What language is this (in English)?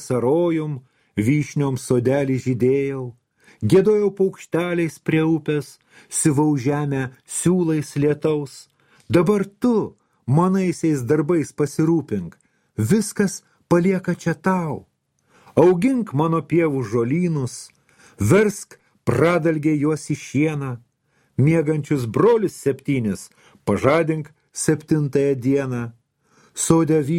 Lithuanian